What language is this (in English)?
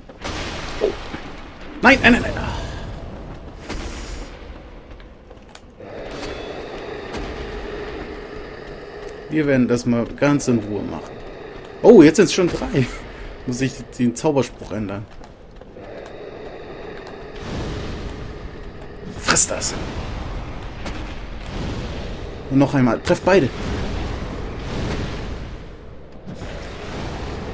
German